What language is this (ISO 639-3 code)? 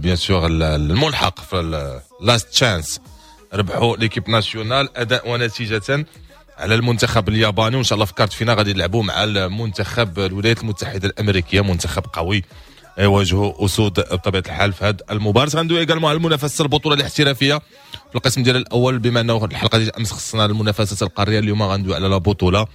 ary